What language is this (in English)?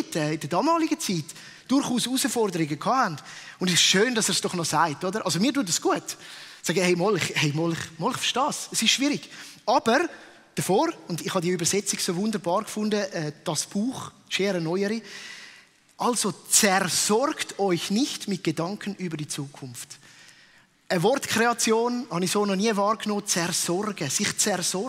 Swiss German